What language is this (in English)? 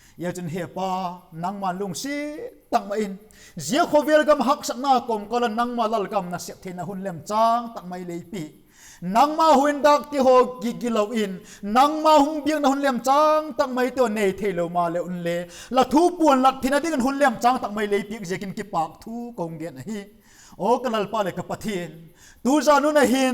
Vaiphei